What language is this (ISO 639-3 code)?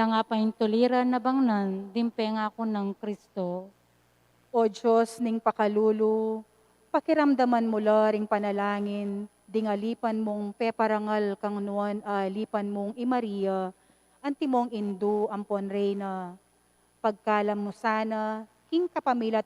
pam